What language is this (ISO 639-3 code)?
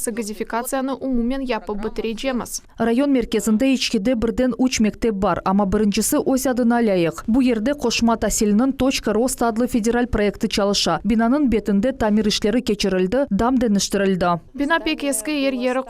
crh